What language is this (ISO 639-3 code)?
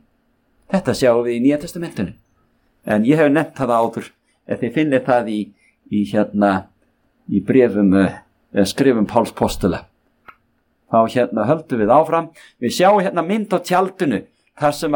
isl